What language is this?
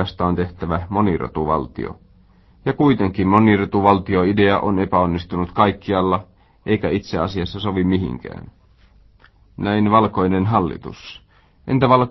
Finnish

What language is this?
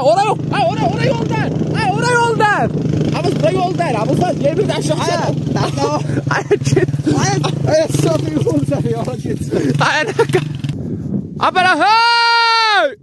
South Azerbaijani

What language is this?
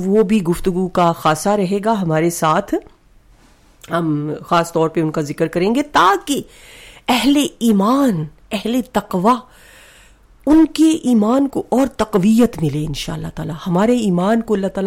Urdu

